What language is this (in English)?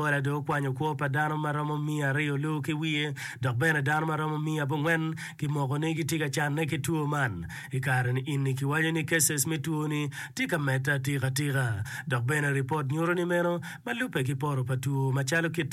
Acoli